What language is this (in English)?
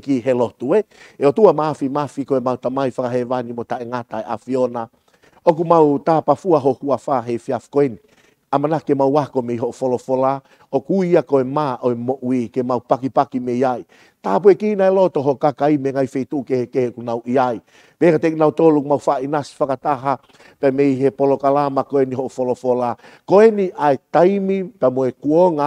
Tongan